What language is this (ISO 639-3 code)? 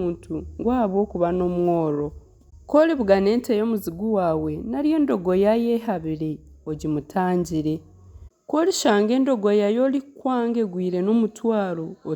nyn